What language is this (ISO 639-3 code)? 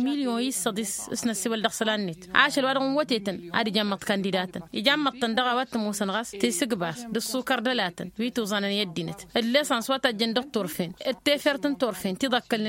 taq